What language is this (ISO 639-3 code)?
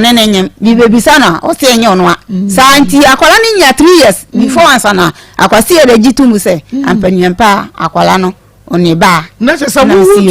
aka